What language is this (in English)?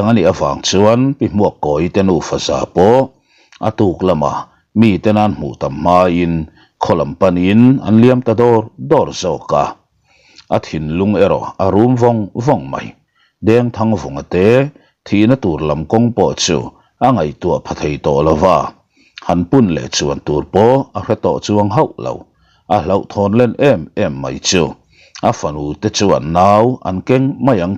Mizo